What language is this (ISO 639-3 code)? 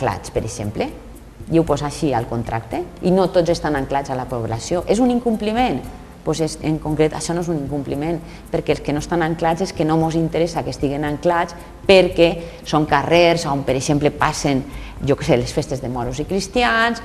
cat